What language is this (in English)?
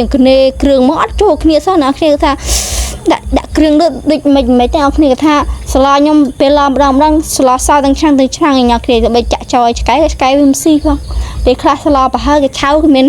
Khmer